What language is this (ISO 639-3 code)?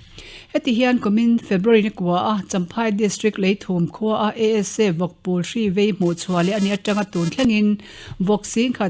lus